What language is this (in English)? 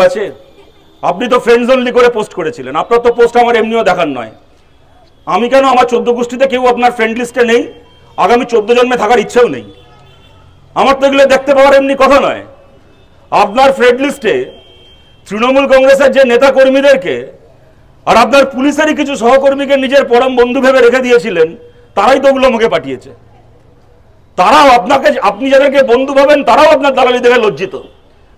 Bangla